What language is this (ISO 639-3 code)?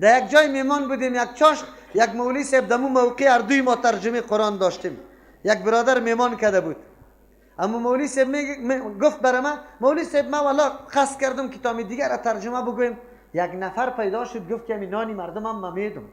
fas